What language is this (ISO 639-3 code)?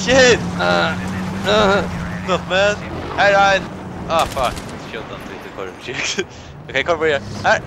fao